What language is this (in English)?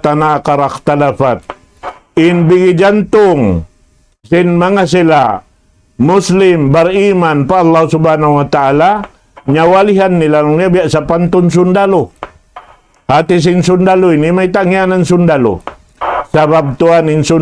Tausug